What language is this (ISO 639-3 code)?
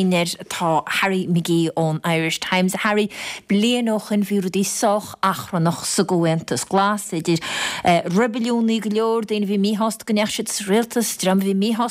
gle